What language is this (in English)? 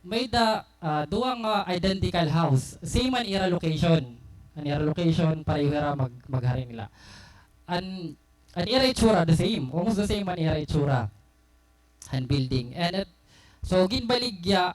Waray